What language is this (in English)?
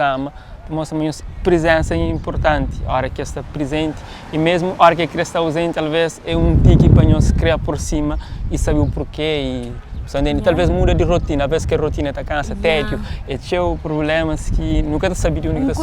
Kabuverdianu